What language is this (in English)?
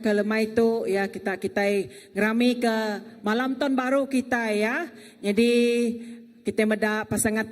Iban